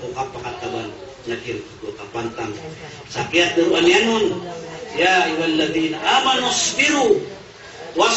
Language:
Maranao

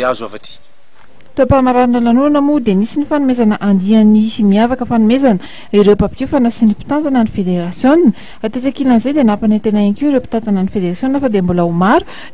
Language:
Malagasy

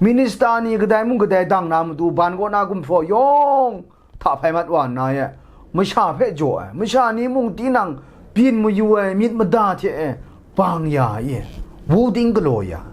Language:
Kachin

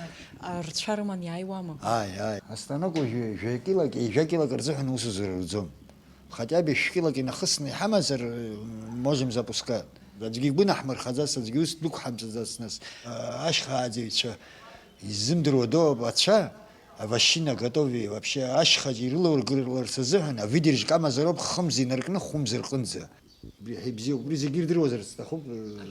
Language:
Abkhazian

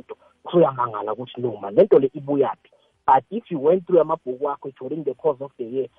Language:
South Ndebele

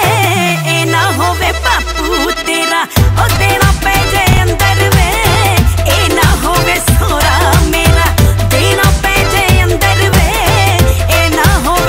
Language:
Punjabi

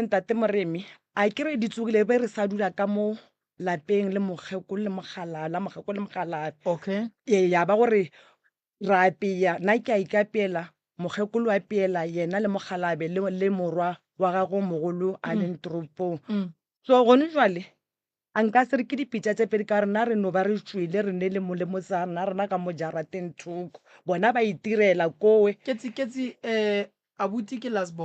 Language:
Northern Sotho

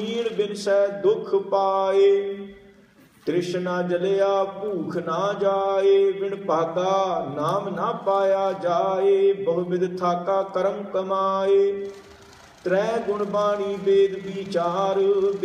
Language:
Punjabi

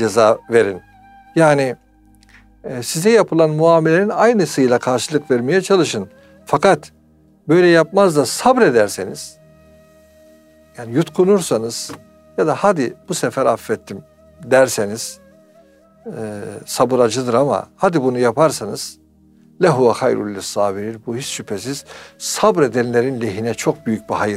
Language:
Turkish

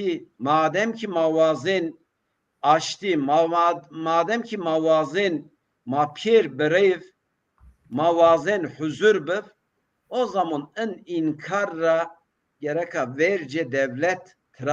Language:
Zaza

